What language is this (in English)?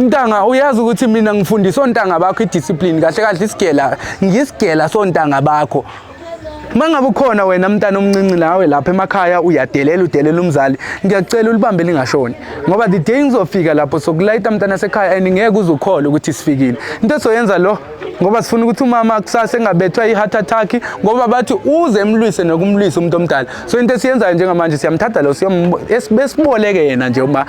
Zulu